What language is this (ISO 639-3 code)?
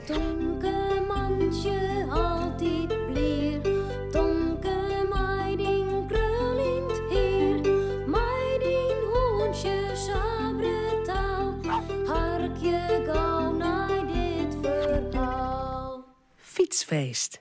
fry